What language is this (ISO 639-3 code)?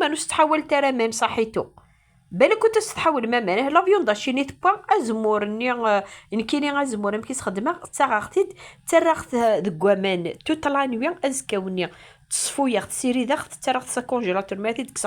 kab